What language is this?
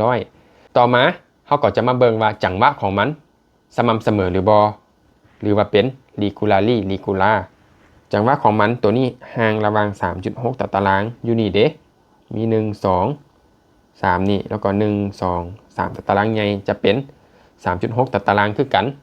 Lao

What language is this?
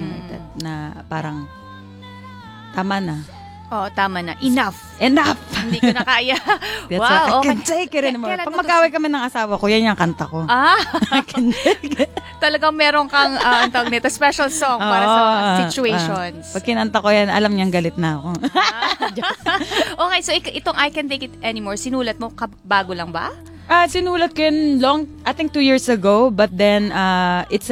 Filipino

